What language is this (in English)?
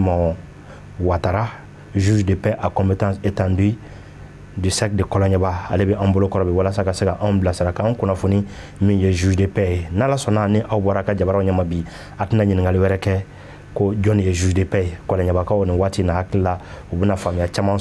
Bambara